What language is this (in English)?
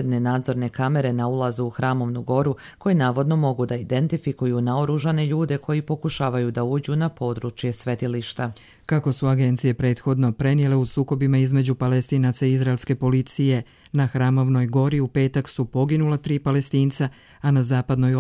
Croatian